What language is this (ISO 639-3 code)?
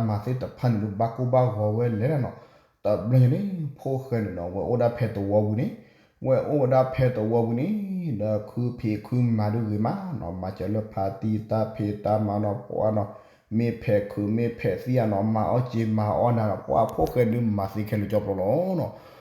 ksw